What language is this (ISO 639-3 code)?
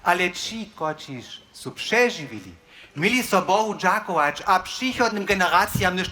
hsb